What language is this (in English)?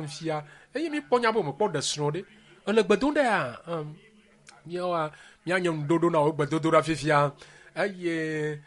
Ewe